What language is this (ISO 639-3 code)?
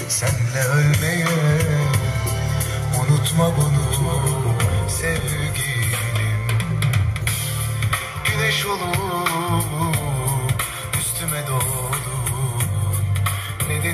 tur